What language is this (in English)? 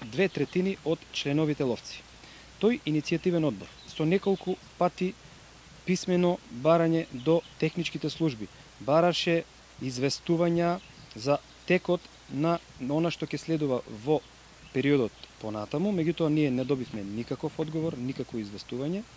Macedonian